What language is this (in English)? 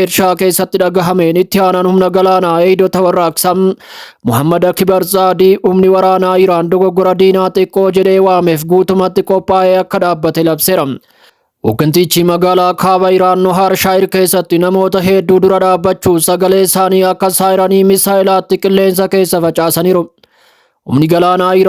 Oromo